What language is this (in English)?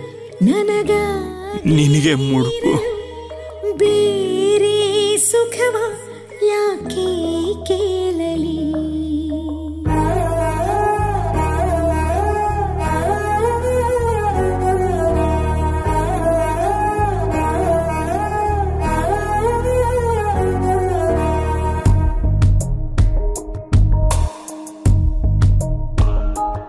Kannada